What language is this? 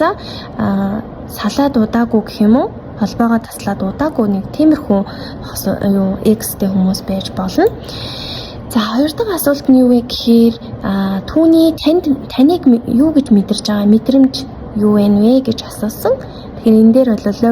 Mongolian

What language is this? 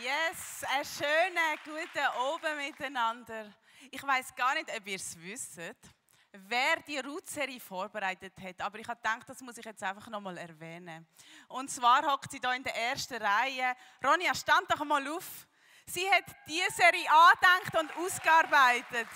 Swiss German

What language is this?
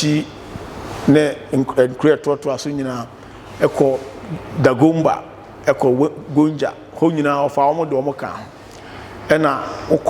Akan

